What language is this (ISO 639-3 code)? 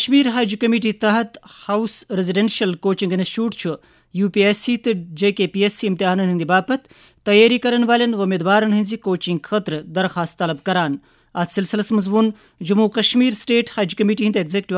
kas